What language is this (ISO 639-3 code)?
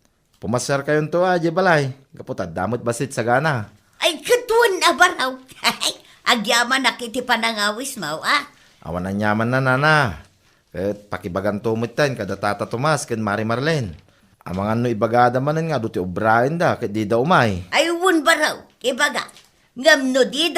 ilo